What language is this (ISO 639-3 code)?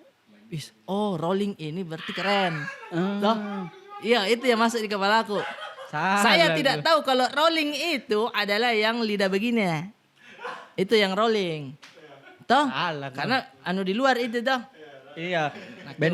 mfp